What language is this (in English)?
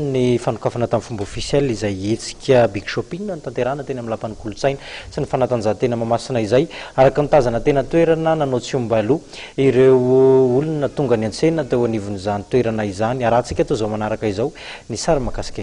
Malagasy